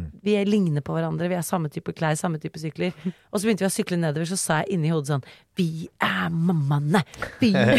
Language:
Norwegian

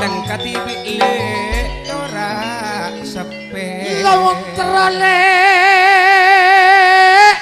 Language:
Madurese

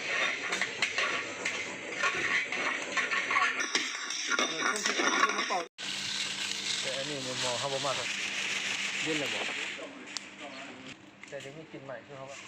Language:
Lao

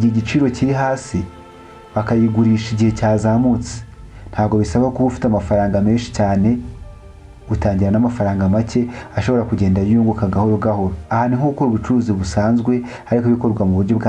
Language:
Kinyarwanda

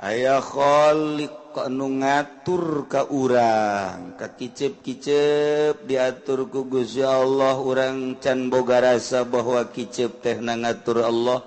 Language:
Sundanese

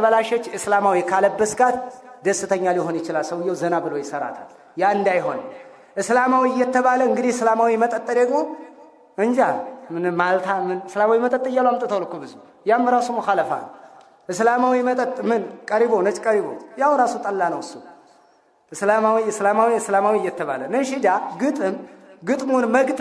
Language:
Amharic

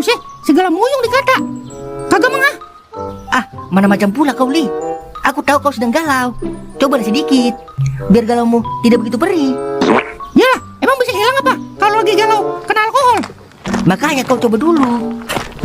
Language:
Betawi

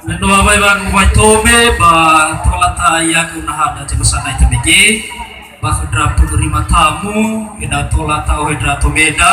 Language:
Nias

